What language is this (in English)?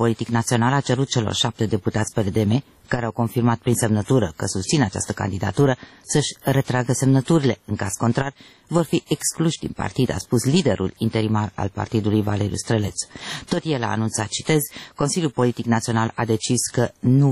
Romanian